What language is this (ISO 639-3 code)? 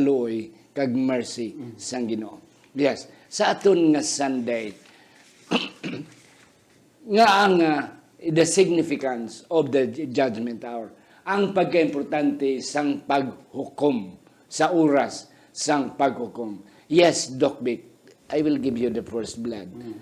hil